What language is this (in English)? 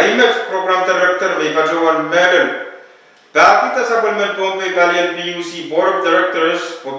Pohnpeian